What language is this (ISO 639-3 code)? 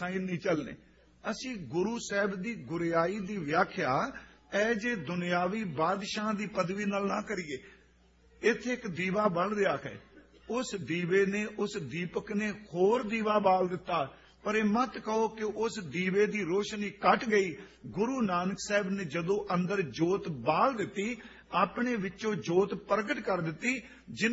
pan